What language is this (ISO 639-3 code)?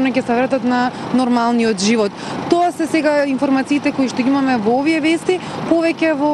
mkd